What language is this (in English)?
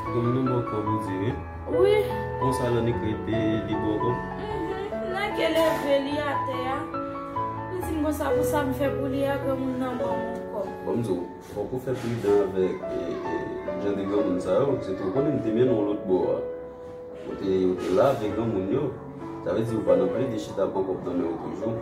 Haitian Creole